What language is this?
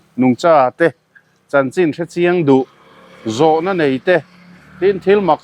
Mizo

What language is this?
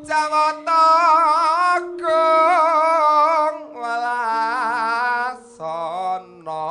Javanese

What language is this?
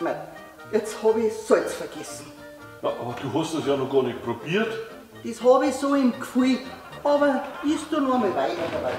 Bavarian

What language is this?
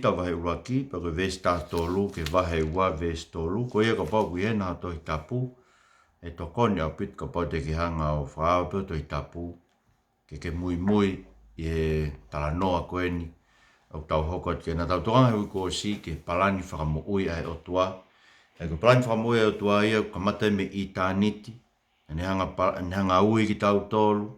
Tongan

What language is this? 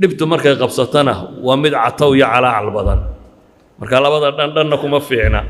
Somali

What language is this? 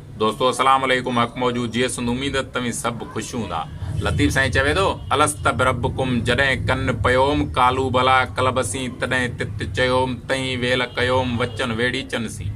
Sindhi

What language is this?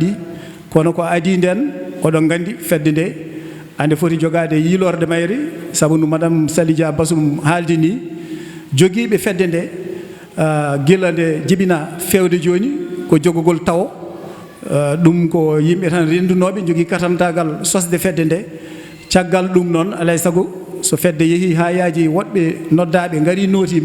Fula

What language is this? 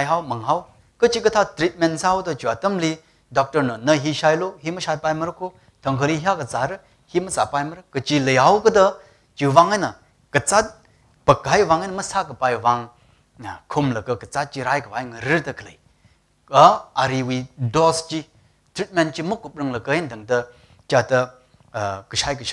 Tangkhul Naga (India)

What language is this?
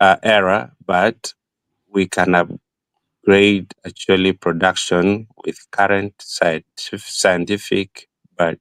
Acoli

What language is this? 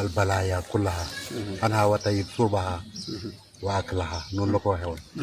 Wolof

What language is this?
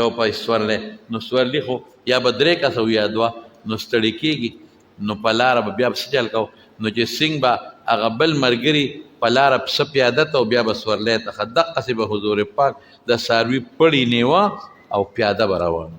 Pashto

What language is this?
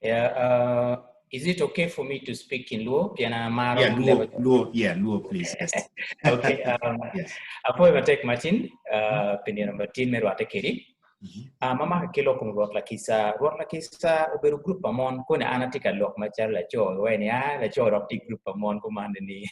Acoli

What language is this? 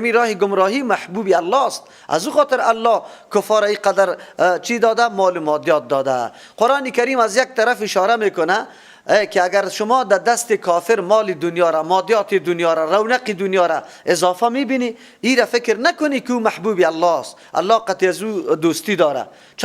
Persian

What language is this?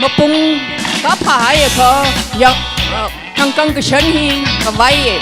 Tangkhul Naga (India)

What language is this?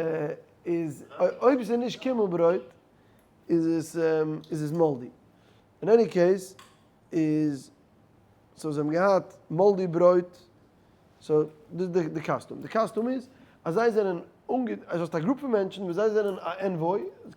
Yiddish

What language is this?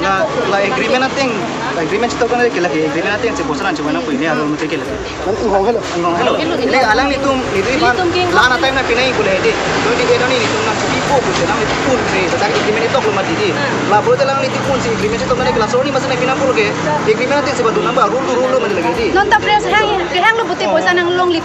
Karbi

